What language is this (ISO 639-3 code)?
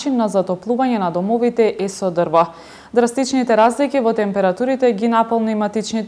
mkd